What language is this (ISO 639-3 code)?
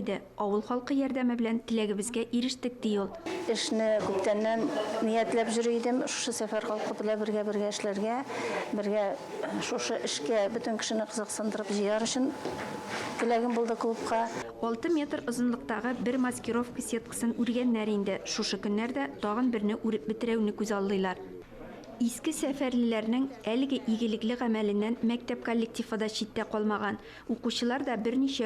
tat